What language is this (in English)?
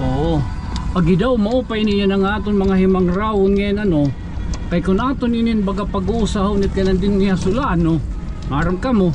Waray